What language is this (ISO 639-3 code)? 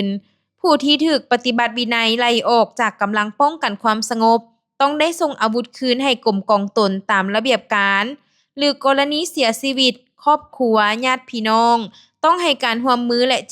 lao